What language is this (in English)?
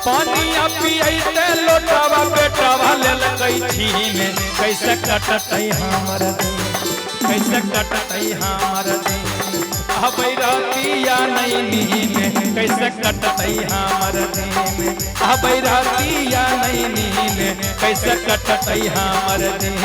Magahi